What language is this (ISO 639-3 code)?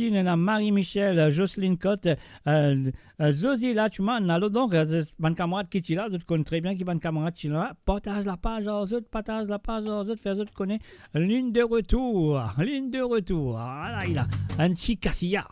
mfe